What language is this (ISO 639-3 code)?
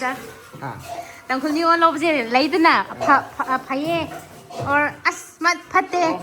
mni